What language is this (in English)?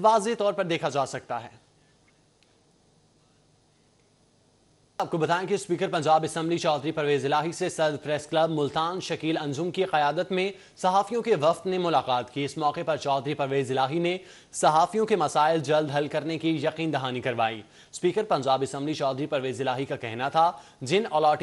Urdu